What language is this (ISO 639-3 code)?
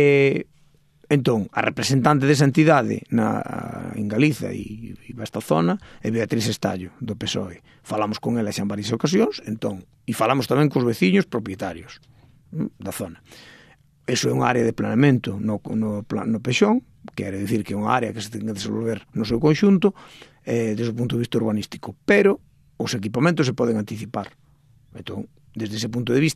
glg